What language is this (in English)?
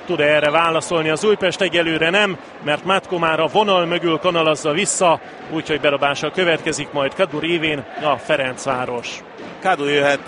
Hungarian